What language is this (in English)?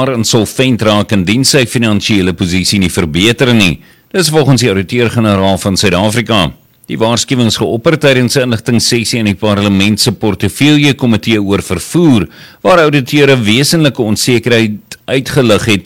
Afrikaans